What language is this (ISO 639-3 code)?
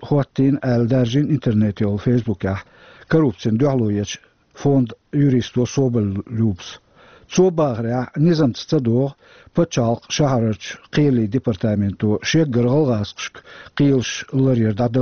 che